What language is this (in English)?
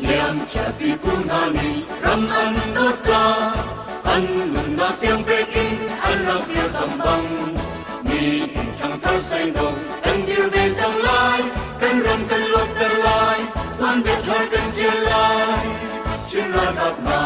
Hakha Chin